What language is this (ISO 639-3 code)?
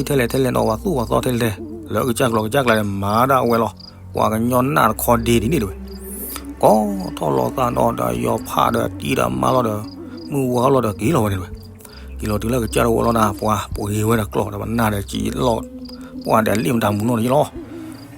ksw